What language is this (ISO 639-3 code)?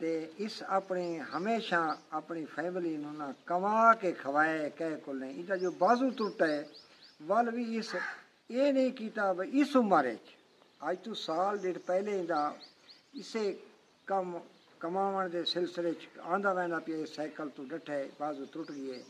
skr